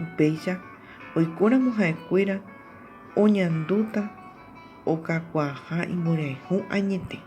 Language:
Guarani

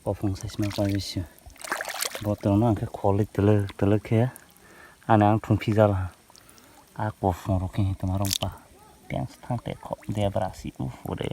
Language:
Kok Borok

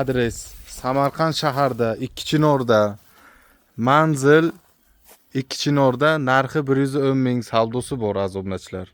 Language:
Uzbek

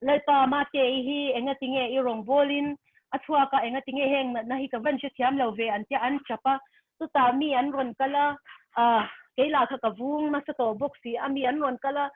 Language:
Mizo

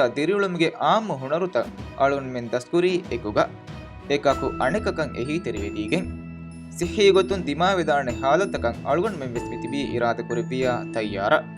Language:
Divehi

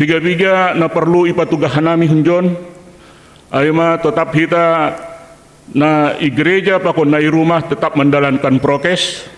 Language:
Batak Simalungun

